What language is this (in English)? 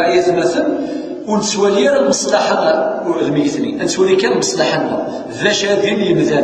Kabyle